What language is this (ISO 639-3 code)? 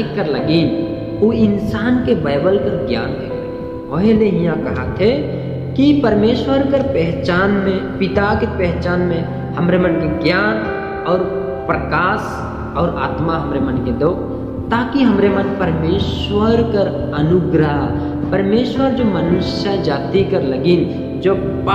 sck